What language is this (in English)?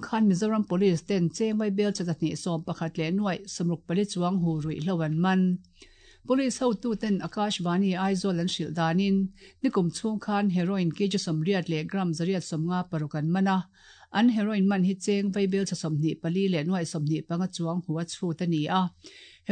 Mizo